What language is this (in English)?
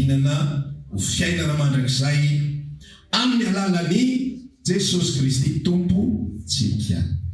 Malagasy